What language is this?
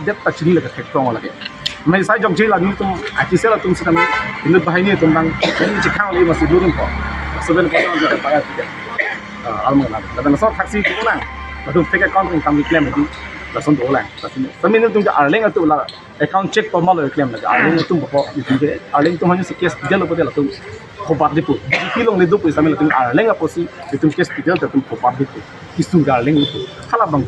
Karbi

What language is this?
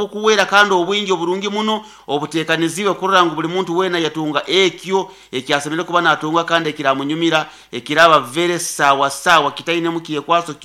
Nyoro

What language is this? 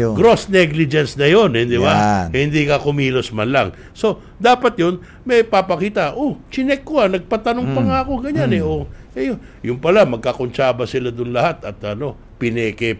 Filipino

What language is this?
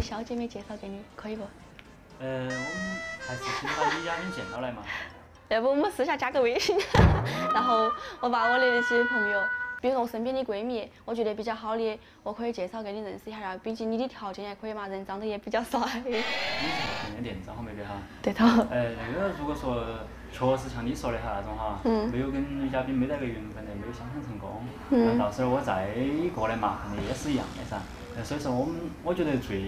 Chinese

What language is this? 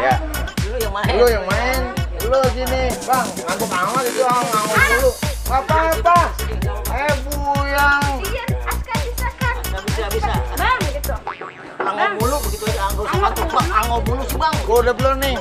Betawi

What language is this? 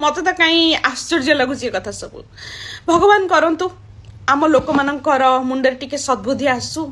Odia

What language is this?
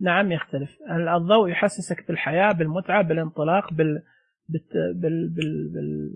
Najdi Arabic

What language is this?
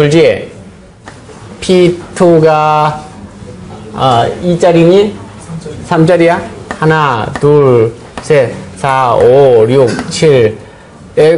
Korean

